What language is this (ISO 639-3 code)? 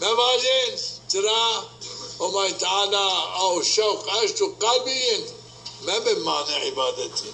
zza